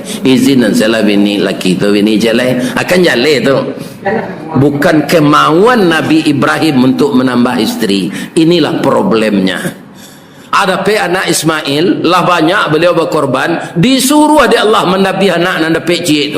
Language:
Minangkabau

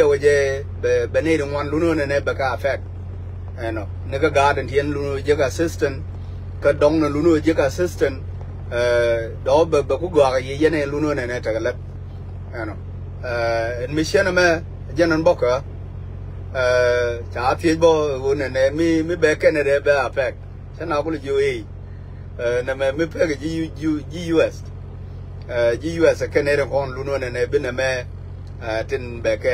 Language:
Nuer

